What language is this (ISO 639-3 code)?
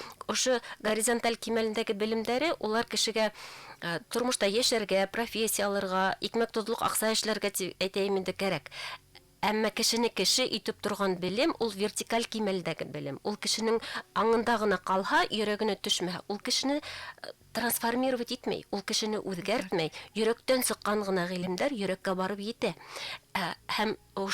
bak